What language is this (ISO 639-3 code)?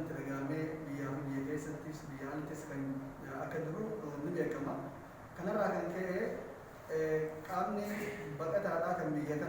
orm